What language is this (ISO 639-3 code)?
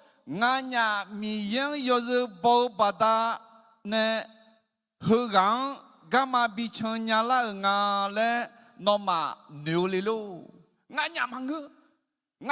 ahk